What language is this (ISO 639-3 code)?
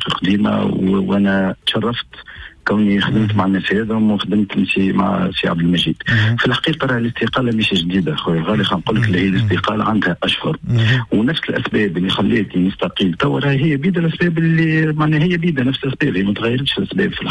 aeb